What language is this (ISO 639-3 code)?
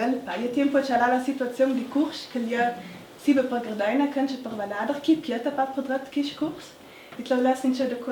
lld